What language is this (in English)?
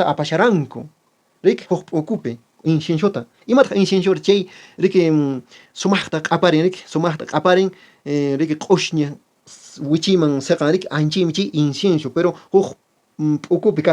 Quechua